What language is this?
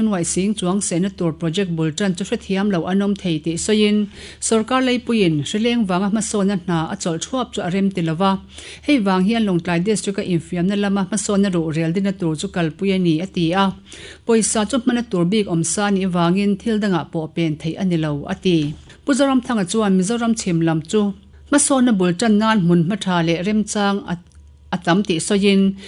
Mizo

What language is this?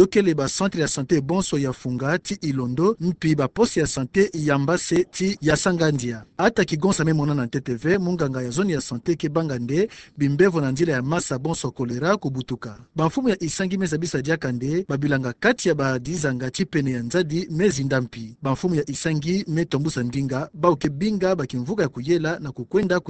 Kituba (Democratic Republic of Congo)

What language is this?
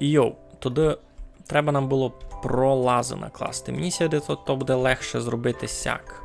Rusyn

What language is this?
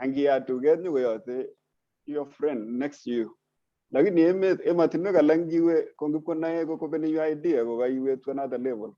Kalenjin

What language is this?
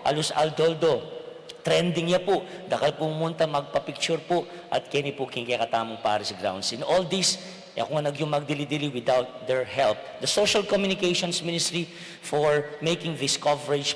Pampanga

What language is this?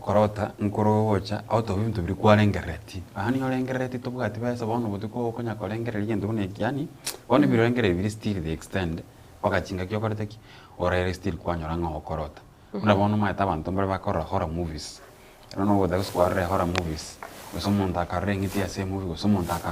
Gusii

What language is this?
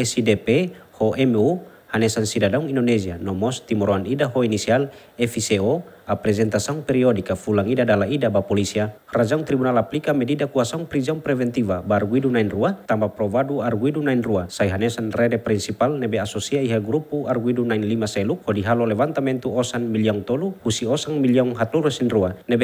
Tetum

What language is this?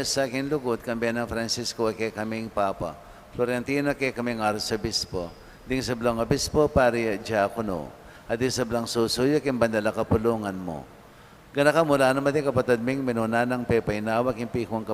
Pampanga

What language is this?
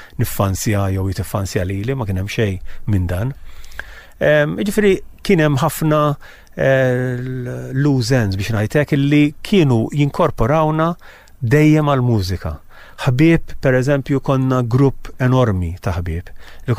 Maltese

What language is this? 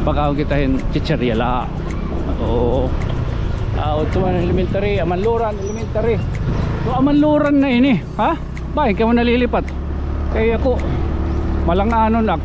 Waray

